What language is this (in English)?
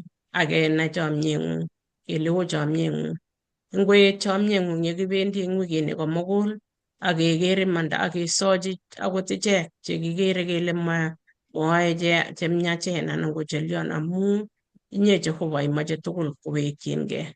Kalenjin